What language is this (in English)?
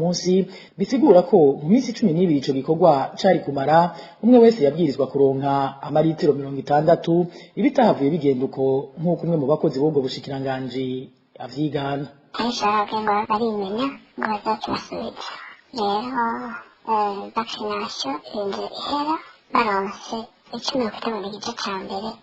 Rundi